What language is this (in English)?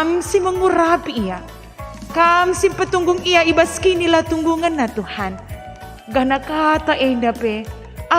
Batak Karo